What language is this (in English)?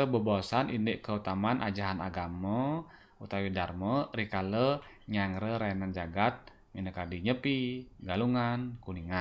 Balinese